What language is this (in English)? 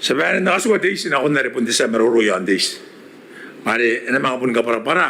Gilbertese